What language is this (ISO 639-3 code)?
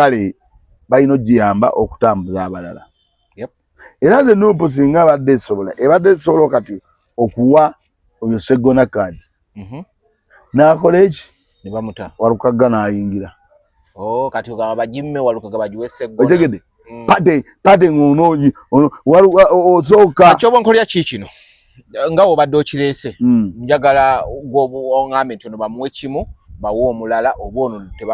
lug